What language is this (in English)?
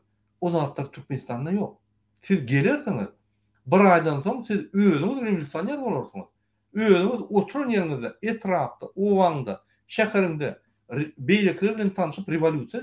Turkmen